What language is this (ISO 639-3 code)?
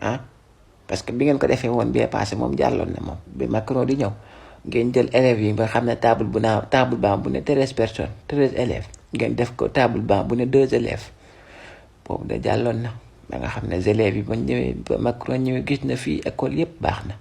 wol